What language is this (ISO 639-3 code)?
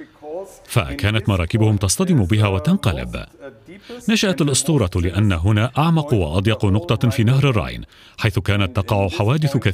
ara